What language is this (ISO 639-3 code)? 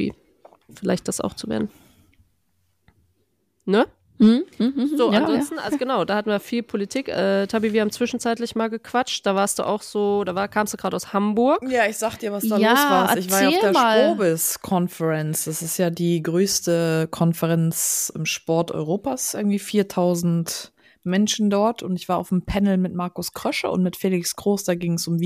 deu